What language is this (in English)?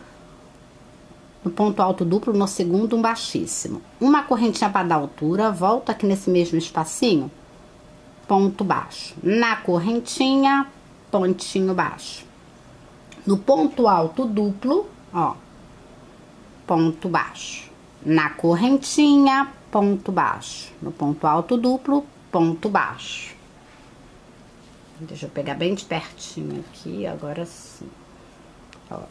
Portuguese